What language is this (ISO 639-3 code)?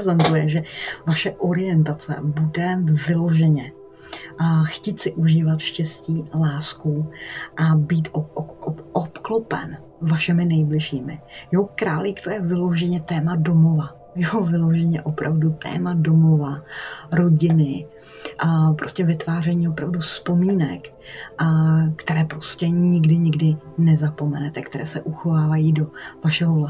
ces